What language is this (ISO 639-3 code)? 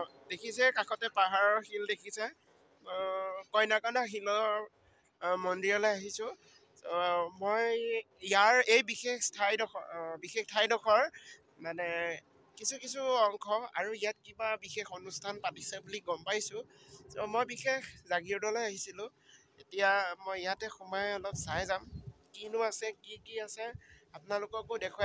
asm